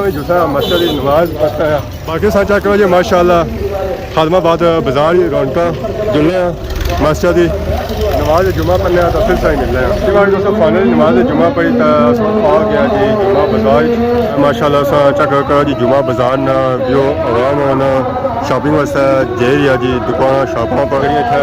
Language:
Pahari-Potwari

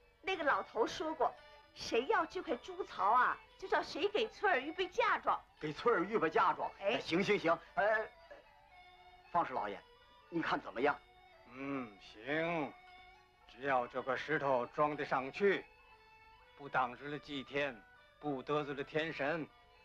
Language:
Chinese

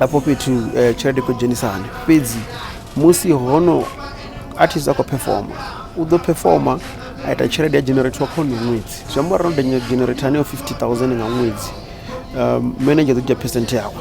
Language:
Venda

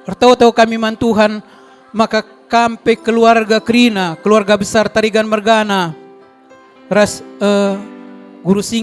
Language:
Batak Karo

